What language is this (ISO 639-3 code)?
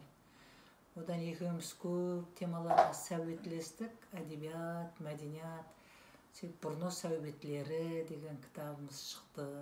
kaa